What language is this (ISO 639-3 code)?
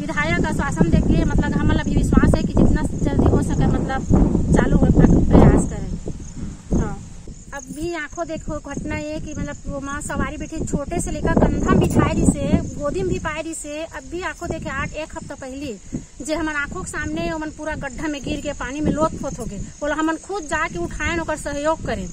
hne